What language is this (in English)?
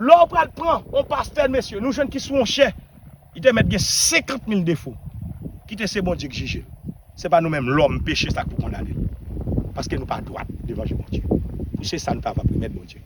Haitian Creole